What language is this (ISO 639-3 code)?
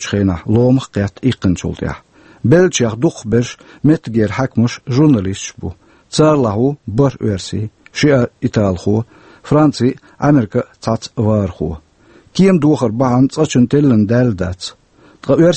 che